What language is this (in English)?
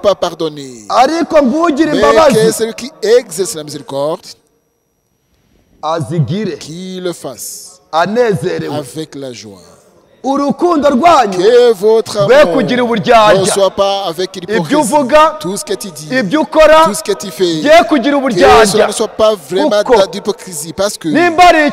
Kinyarwanda